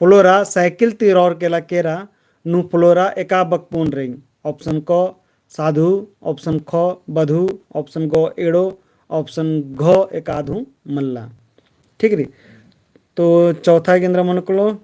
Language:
Kurukh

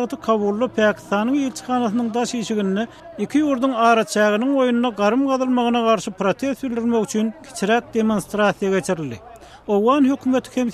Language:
Turkmen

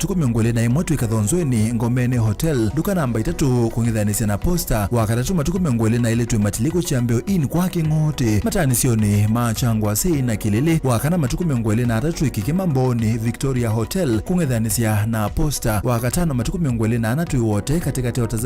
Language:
Kamba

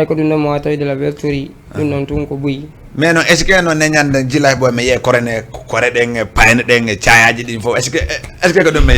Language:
Fula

